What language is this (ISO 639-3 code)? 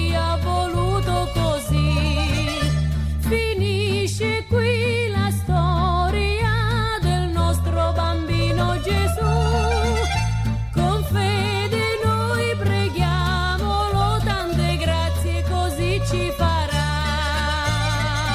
ita